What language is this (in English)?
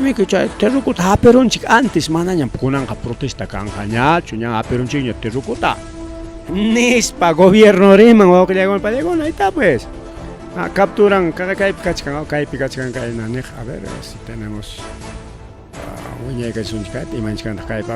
Ayacucho Quechua